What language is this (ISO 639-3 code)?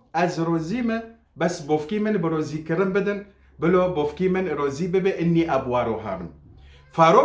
kur